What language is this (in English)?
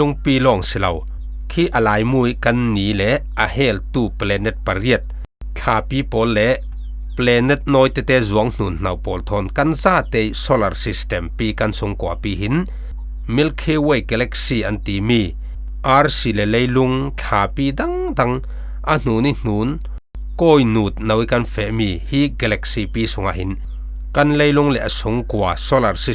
Falam Chin